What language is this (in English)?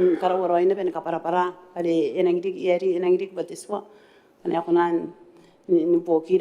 Gilbertese